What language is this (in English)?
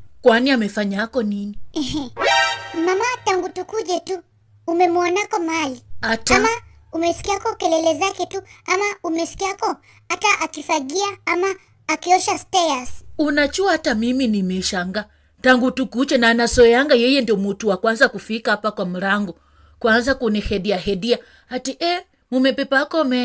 Swahili